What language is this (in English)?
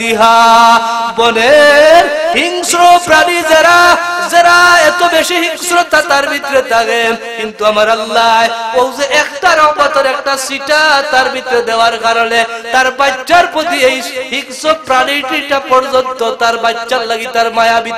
Sylheti